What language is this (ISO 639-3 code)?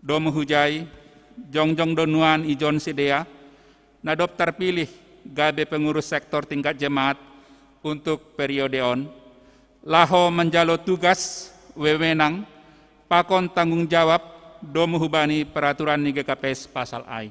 bts